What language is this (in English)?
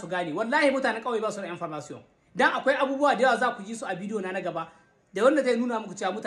Hausa